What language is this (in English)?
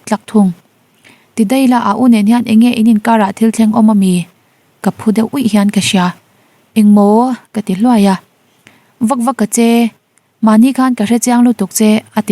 Mizo